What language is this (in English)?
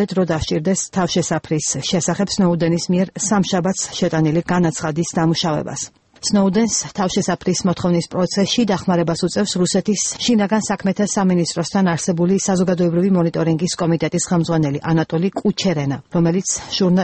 Georgian